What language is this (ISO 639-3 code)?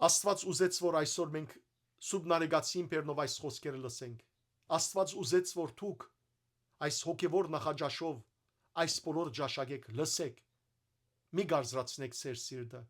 hyw